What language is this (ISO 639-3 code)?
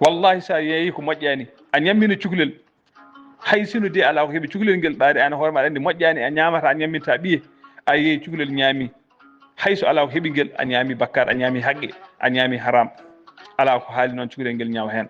ful